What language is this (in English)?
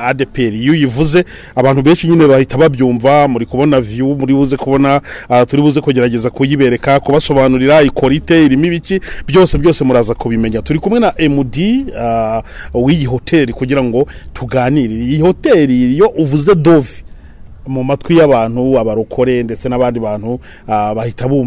Kinyarwanda